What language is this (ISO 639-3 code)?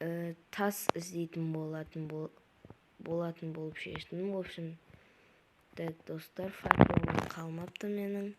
kaz